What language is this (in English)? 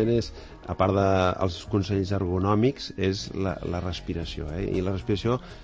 Catalan